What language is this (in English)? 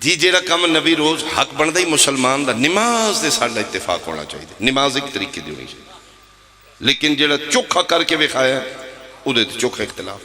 Pahari-Potwari